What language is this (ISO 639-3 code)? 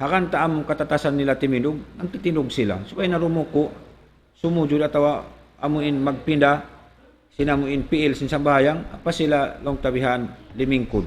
tsg